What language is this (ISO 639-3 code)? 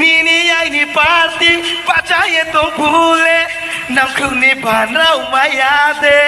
trp